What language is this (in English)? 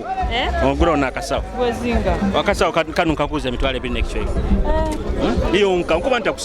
Nyoro